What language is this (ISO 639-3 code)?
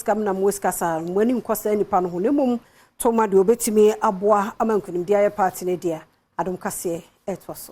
aka